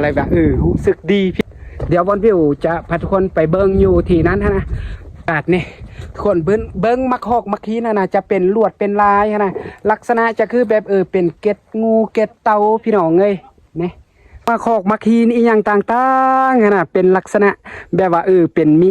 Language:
Lao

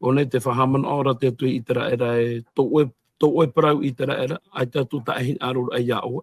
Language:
Tahitian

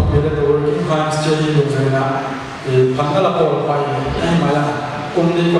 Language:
Paite Chin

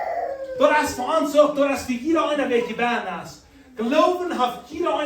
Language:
Plautdietsch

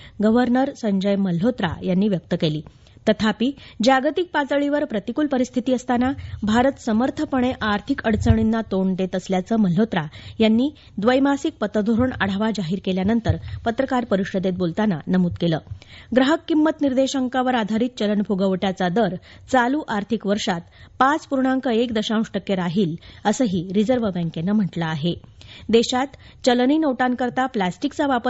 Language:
Marathi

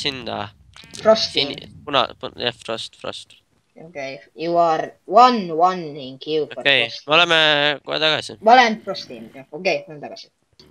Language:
Estonian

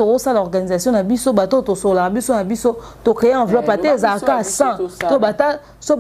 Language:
Lingala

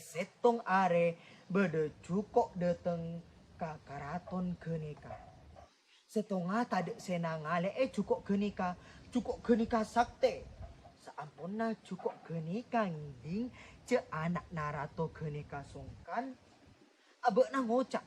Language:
Madurese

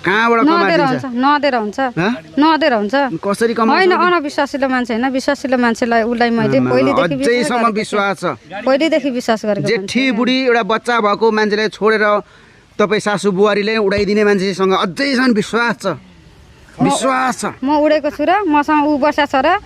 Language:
Nepali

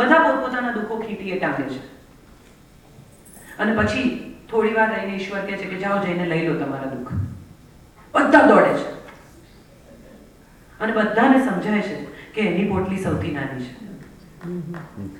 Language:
Gujarati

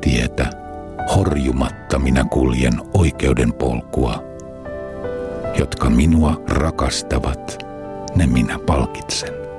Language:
Finnish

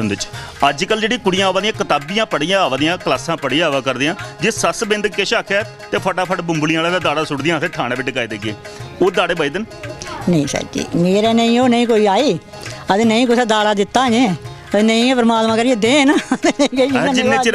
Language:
Dogri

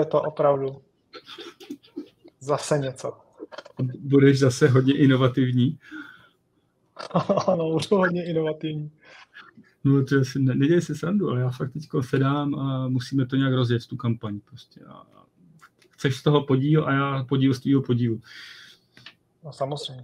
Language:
Czech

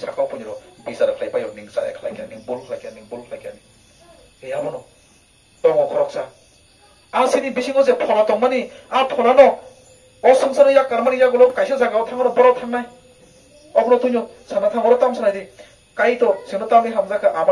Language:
Kok Borok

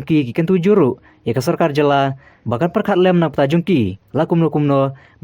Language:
Khasi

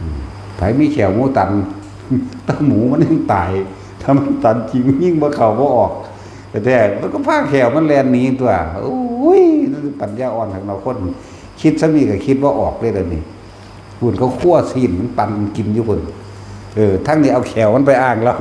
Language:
Northeastern Thai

